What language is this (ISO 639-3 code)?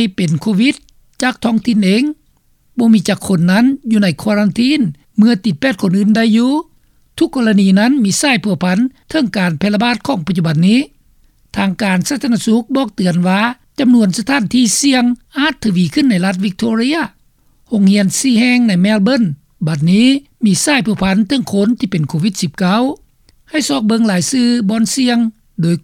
lao